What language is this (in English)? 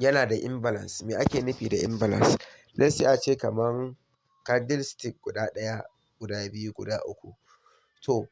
Hausa